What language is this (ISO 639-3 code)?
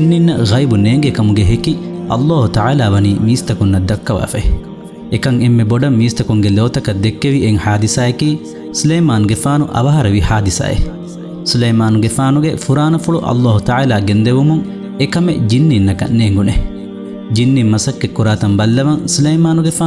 div